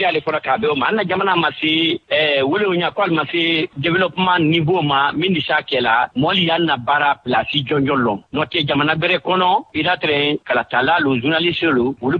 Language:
Bambara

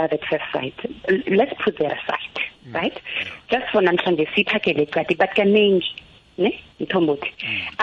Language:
South Ndebele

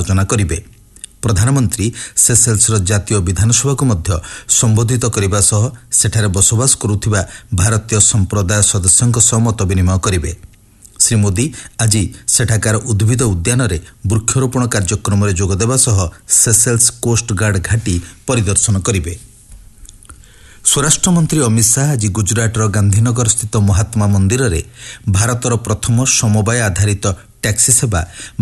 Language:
Odia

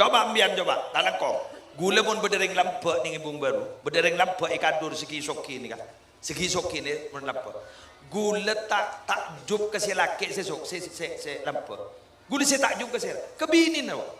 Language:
Madurese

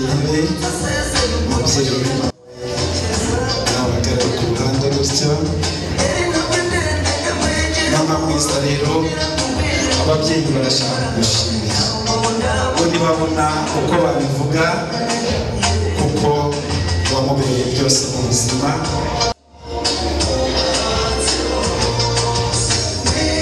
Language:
Kinyarwanda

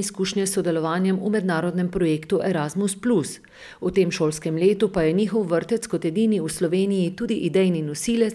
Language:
Slovenian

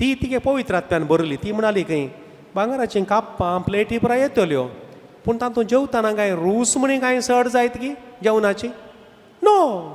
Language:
Konkani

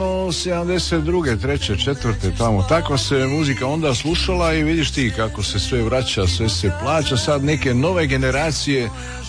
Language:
Croatian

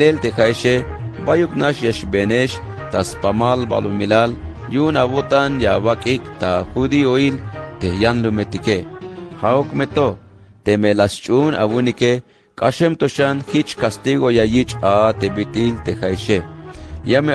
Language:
Tzeltal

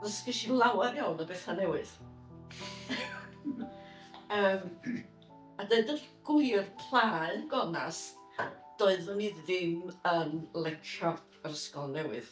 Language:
Welsh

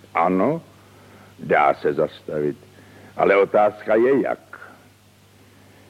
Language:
Czech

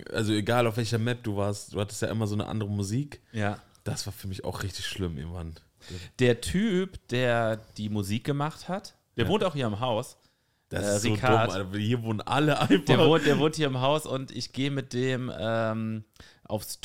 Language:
German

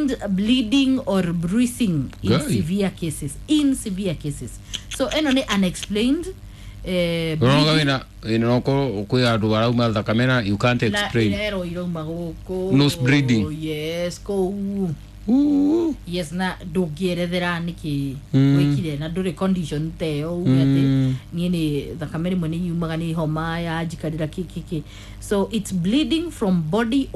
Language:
Kikuyu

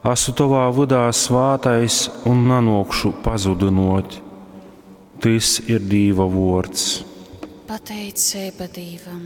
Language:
Latgalian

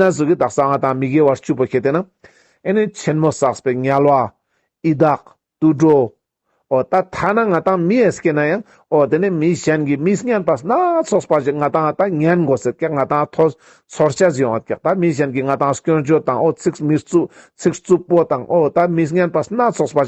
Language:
Ladakhi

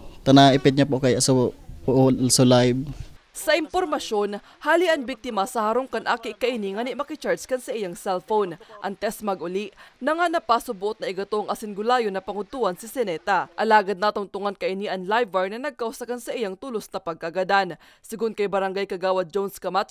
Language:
Bikol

